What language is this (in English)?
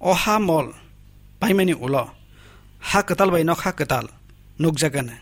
Kok Borok